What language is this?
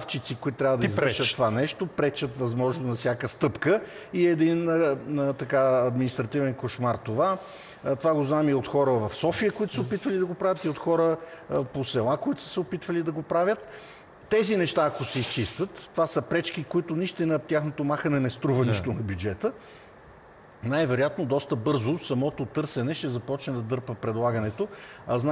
Bulgarian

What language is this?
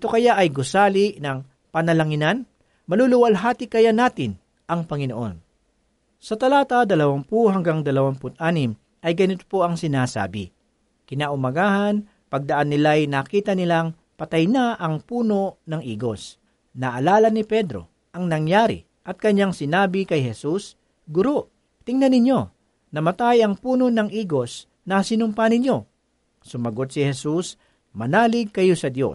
Filipino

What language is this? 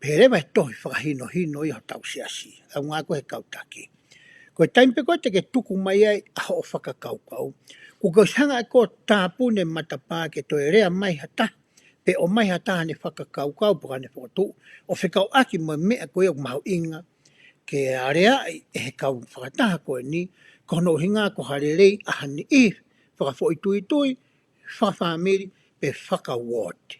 Tongan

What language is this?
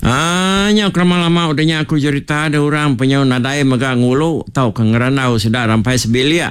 Iban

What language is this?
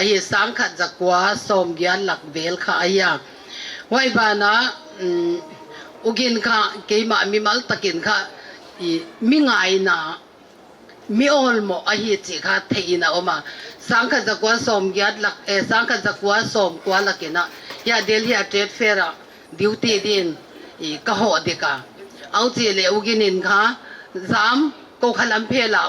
Paite Chin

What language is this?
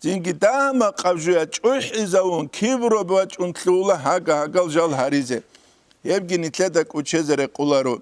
Avaric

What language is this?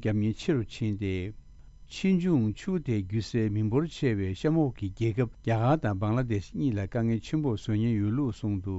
Tibetan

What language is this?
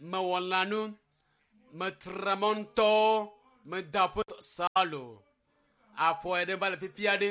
Ewe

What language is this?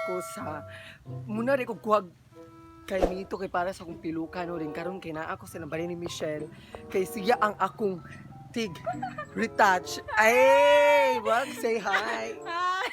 Cebuano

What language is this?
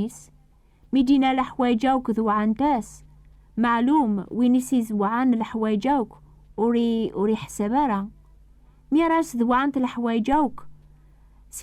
Kabyle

